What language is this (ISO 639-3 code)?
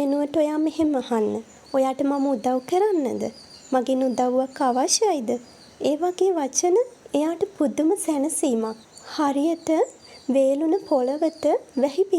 sin